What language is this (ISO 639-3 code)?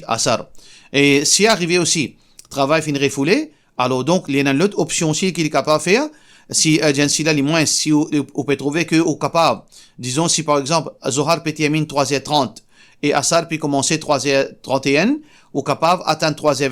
mfe